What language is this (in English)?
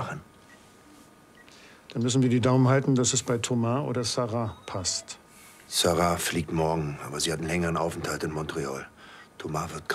German